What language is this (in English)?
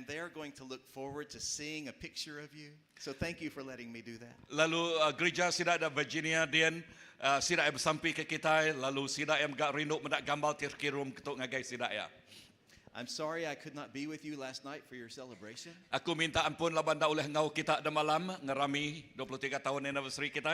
Iban